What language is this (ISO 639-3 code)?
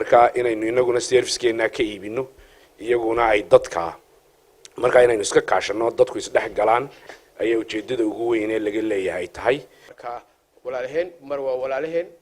som